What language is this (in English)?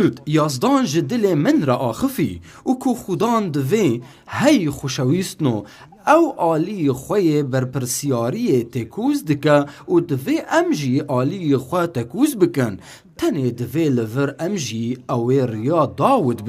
Kurdish